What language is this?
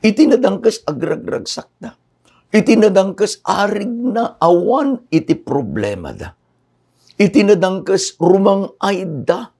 Iloko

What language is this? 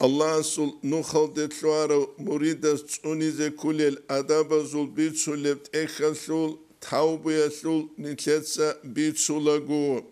Avaric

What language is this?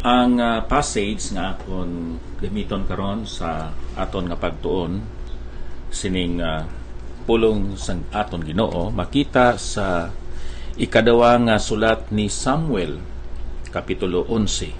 Hiligaynon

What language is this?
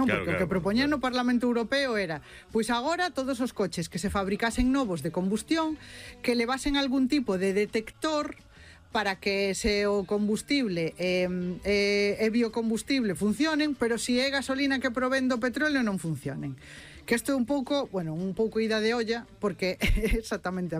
Galician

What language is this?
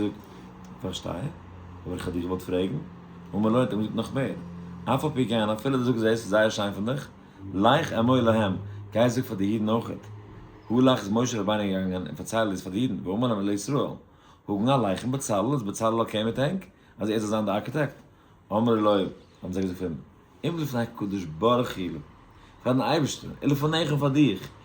Yiddish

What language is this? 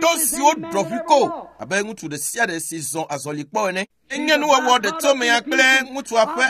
Ewe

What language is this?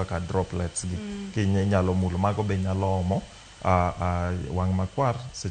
Luo (Kenya and Tanzania)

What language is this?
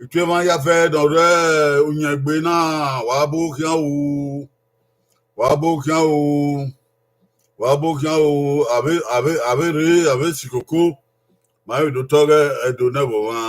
Bini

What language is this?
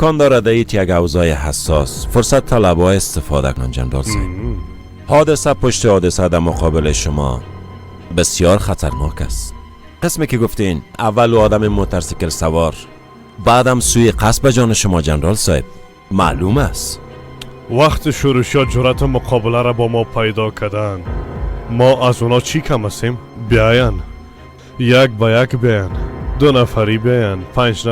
Persian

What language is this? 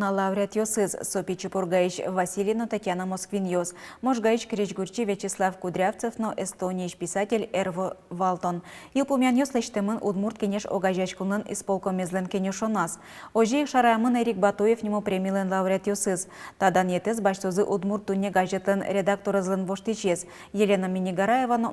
Udmurt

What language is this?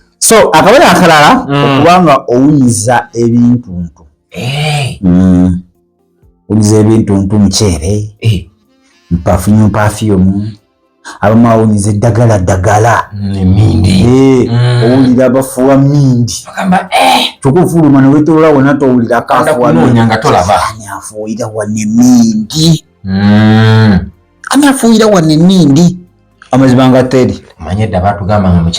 Ganda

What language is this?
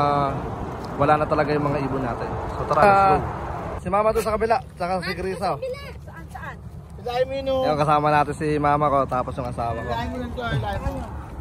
Filipino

